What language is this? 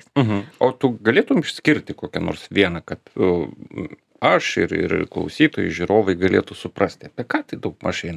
Lithuanian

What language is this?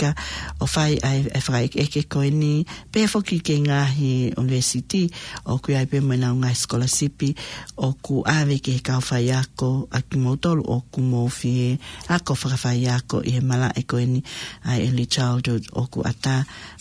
Tongan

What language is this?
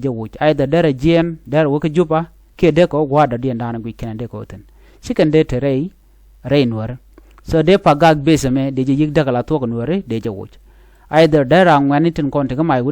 Nuer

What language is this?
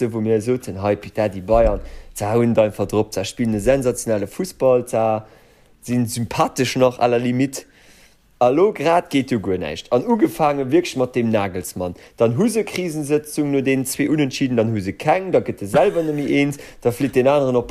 Luxembourgish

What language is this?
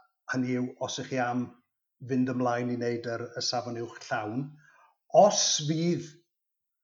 Welsh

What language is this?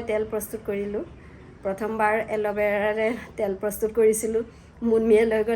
Assamese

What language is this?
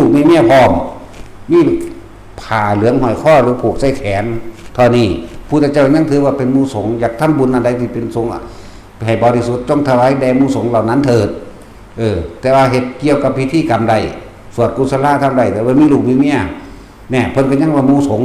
Northeastern Thai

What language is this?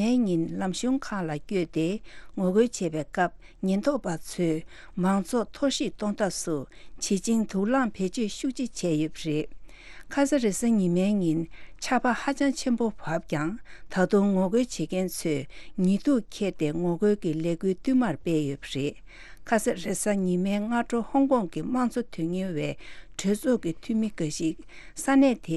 Tibetan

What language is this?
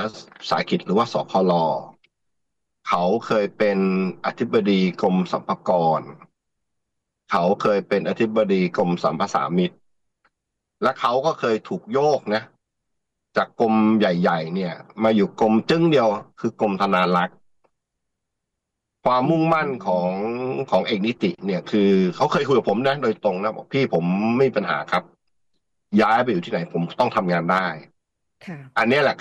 Thai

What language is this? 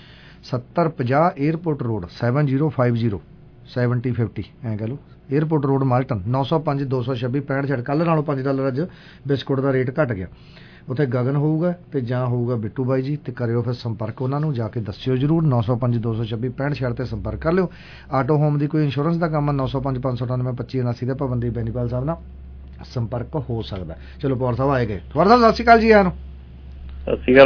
Punjabi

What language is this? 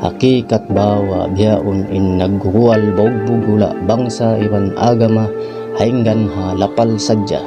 Tausug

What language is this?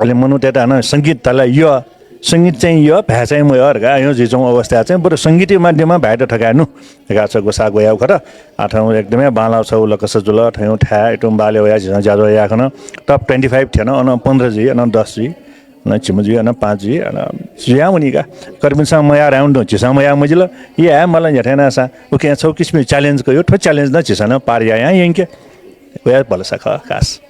Newari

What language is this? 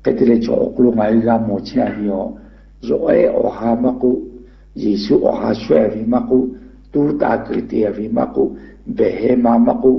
Lahu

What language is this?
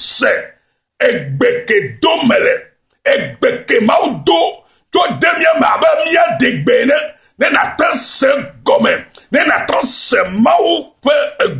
Ewe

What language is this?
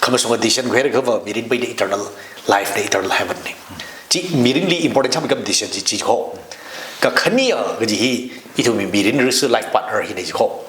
Tangkhul Naga (India)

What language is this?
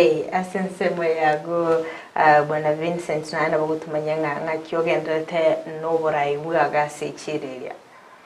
Gusii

